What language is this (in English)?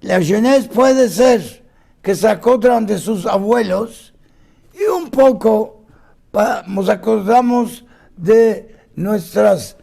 Ladino